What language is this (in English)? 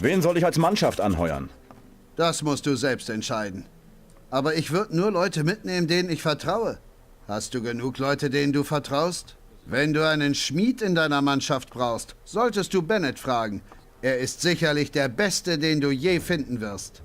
Bavarian